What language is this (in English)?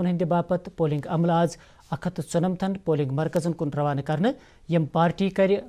Kashmiri